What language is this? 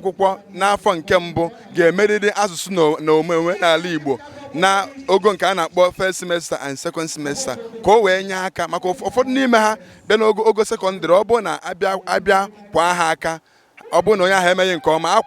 Igbo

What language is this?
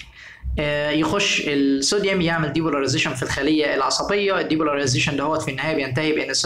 Egyptian Arabic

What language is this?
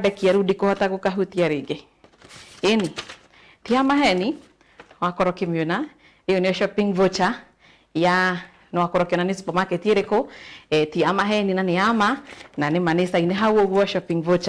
Kikuyu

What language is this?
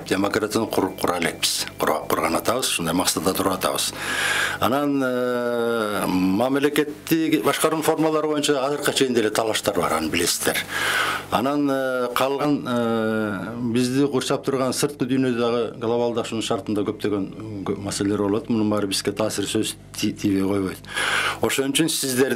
Kyrgyz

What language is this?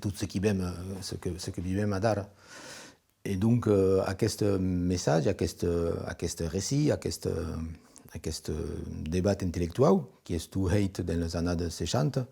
Occitan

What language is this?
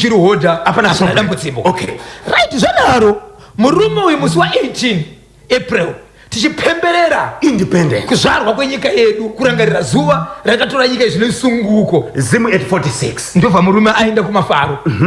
Shona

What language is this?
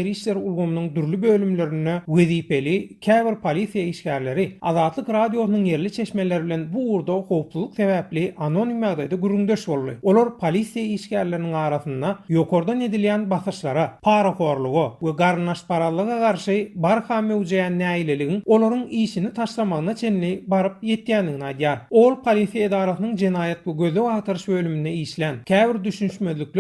Turkmen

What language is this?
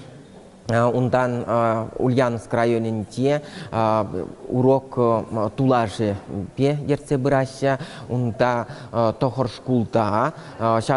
Chuvash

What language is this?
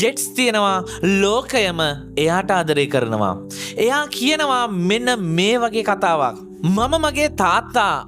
Sinhala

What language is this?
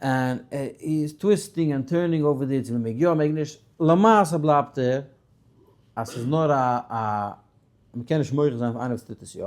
Yiddish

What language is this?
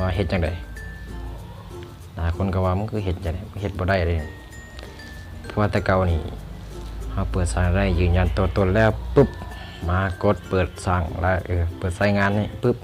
Lao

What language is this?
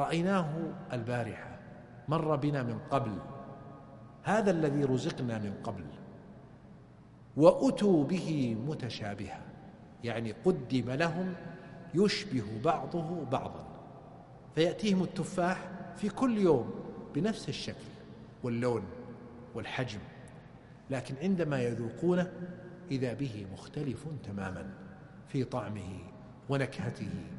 Arabic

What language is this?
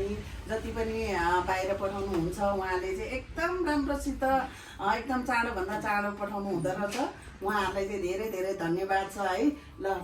Nepali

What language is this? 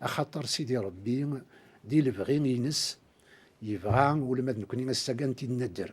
Kabyle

